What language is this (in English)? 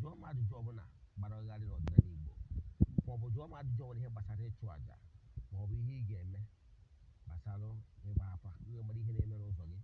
Igbo